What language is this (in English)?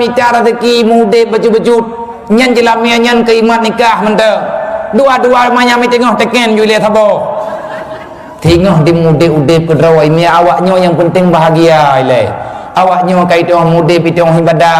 Achinese